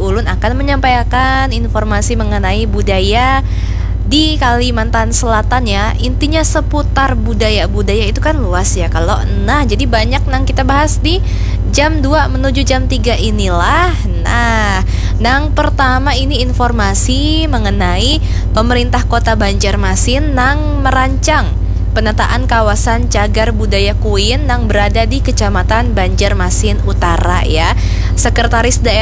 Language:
Banjar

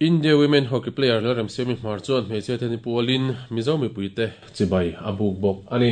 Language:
Mizo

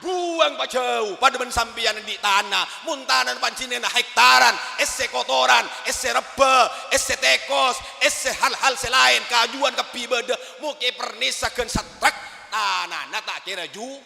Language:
Madurese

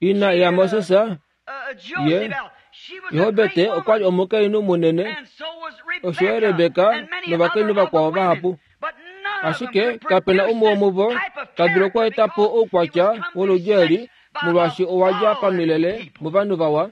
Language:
Kuanyama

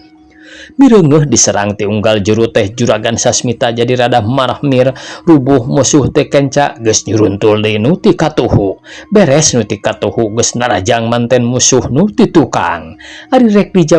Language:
Sundanese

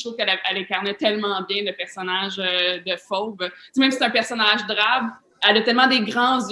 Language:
French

